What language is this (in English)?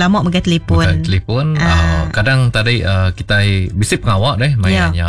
Iban